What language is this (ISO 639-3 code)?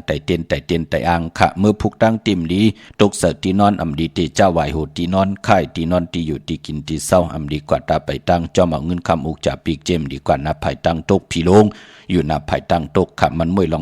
shn